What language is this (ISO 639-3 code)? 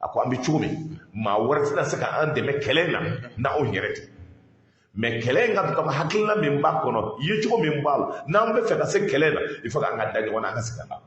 bam